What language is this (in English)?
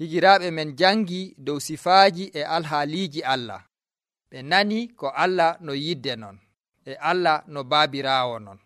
Nigerian Fulfulde